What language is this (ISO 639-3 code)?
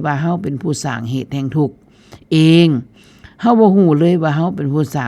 tts